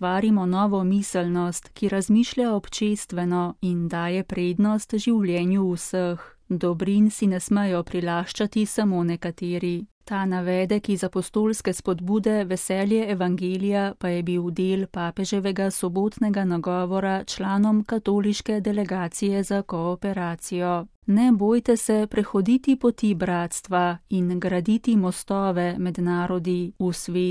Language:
Slovenian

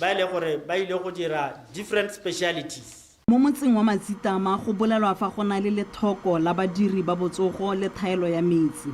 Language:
Tswana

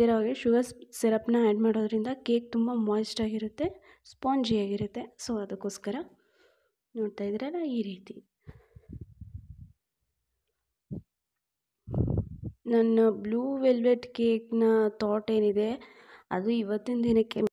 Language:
Kannada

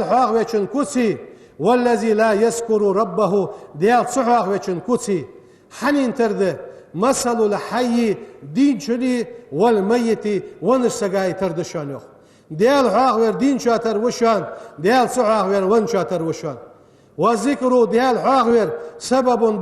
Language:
Ingush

